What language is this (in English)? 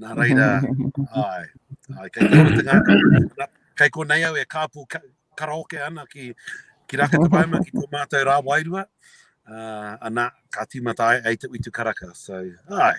Māori